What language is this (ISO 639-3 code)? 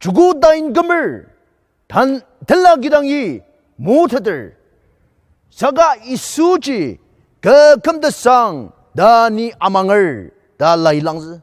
njo